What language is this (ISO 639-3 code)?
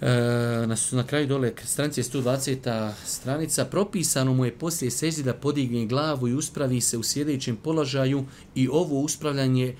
bos